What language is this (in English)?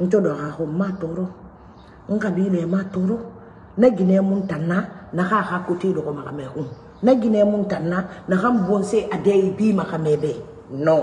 Mandingo